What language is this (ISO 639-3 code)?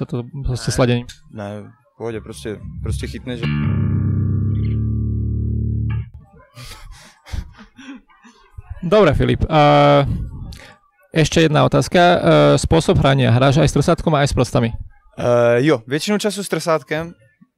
slk